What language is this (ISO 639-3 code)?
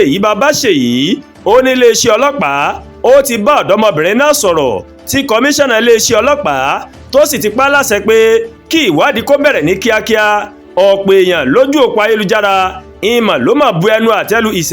yor